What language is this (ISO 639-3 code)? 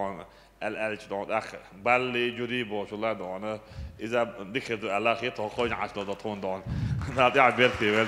che